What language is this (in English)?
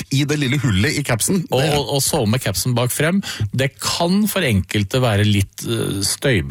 Norwegian